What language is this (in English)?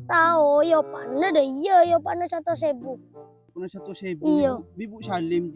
Madurese